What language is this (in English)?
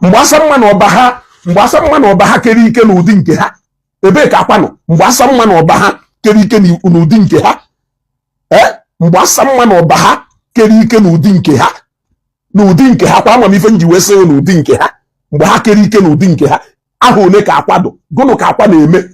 Igbo